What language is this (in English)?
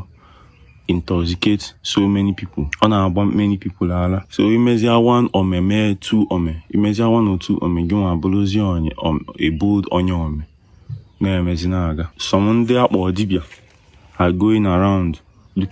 Igbo